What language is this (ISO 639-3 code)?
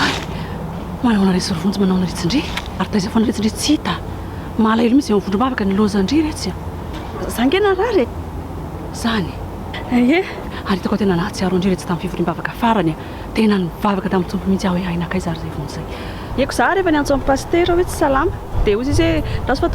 mlg